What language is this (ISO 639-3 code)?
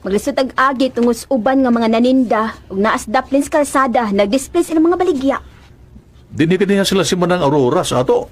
ceb